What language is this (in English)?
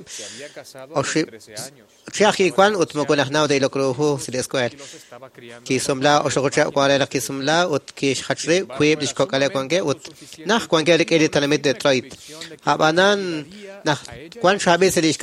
Kekchí